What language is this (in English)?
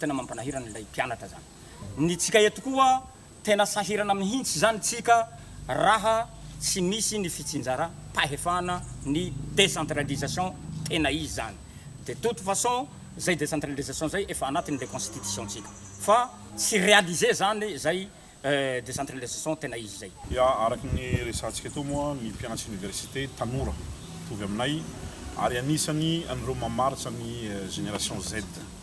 Malagasy